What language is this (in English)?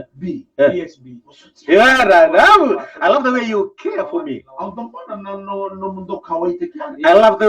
Fijian